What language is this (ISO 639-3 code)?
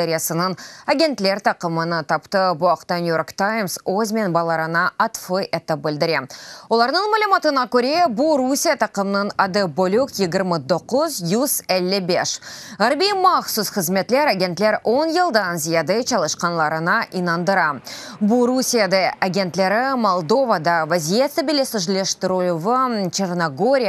crh